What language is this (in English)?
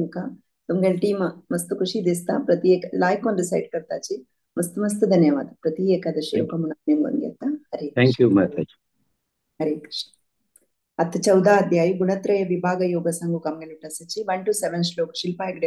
Konkani